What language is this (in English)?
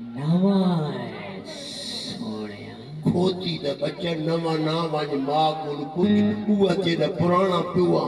Saraiki